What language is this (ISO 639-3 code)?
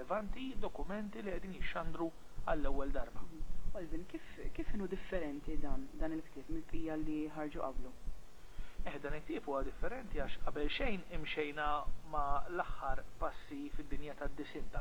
mlt